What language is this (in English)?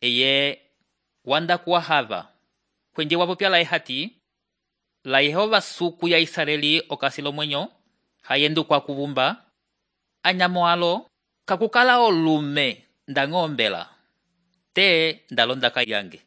Umbundu